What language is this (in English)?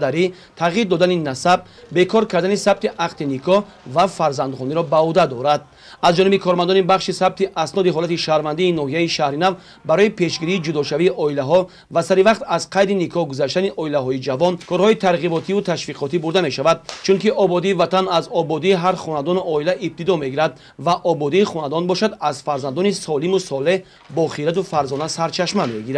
Tajik